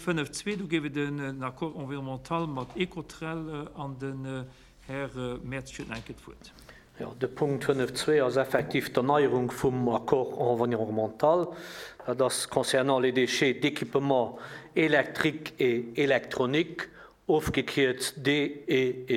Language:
Luxembourgish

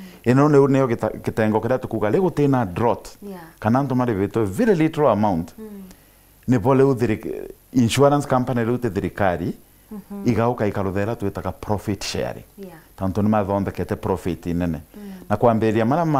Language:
Meru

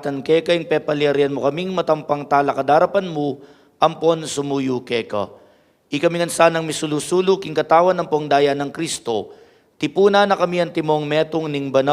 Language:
Pampanga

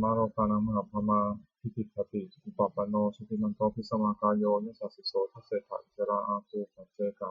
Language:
Pali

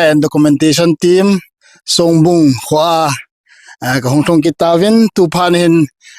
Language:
Thado Chin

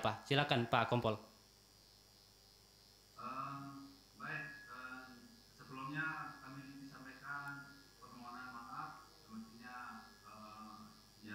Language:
Indonesian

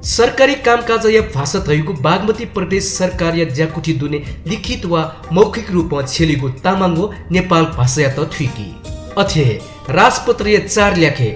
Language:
Newari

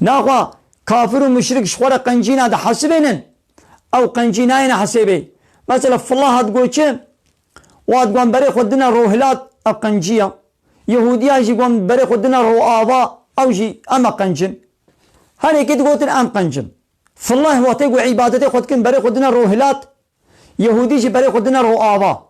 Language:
Kurdish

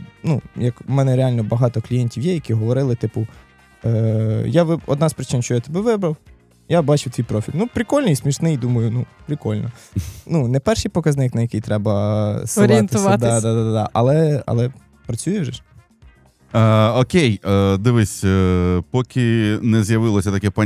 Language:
Ukrainian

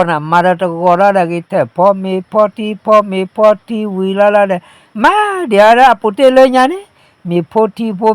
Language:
S'gaw Karen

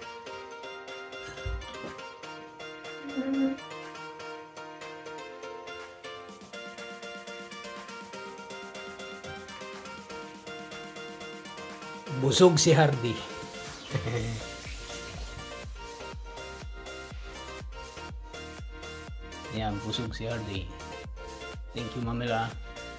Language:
Filipino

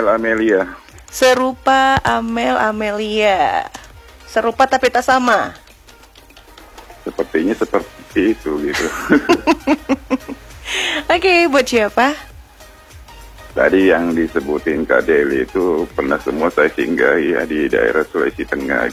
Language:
Indonesian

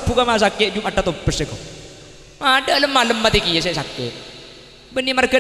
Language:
Madurese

